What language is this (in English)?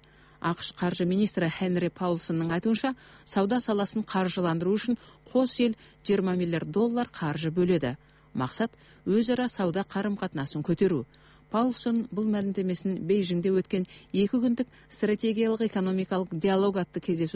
Kazakh